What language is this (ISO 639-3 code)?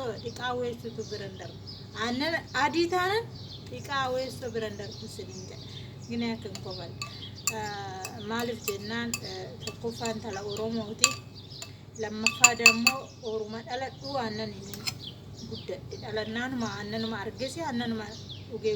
orm